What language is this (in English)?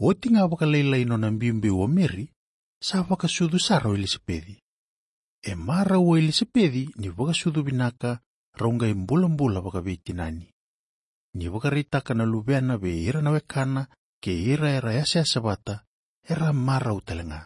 Fijian